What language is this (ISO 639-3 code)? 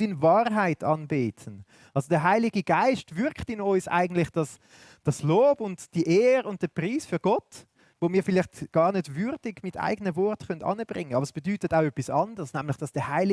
gsw